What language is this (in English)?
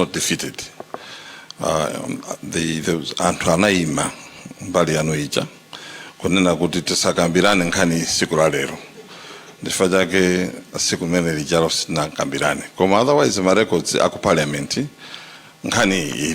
Nyanja